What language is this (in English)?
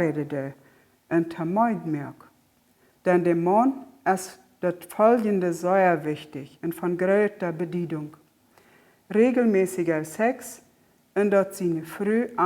Plautdietsch